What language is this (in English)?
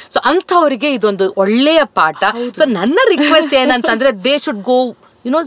Kannada